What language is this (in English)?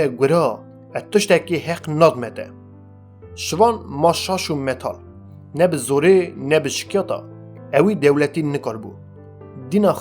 Kurdish